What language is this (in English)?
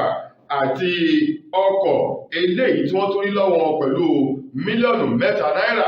Yoruba